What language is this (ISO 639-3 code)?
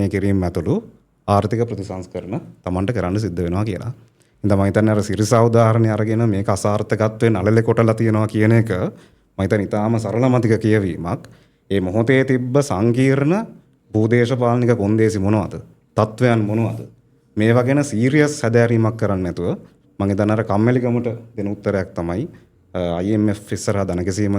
sin